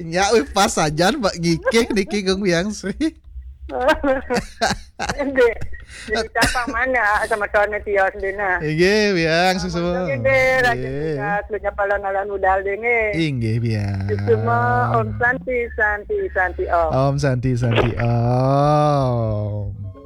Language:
Balinese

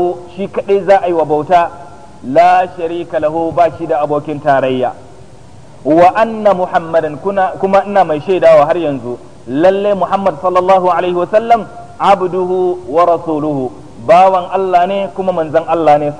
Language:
Hausa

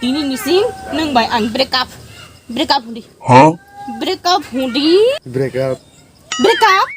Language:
Kok Borok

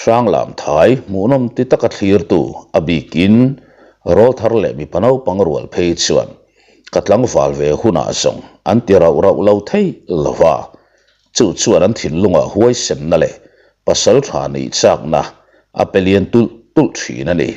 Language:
Mizo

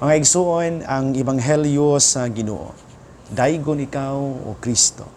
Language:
Cebuano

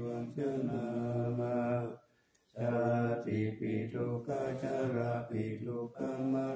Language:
Pali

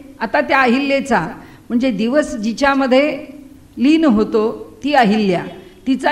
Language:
Marathi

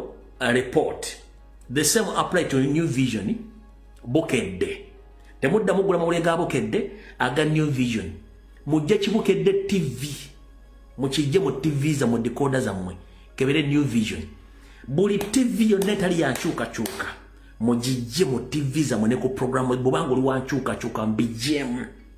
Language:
Ganda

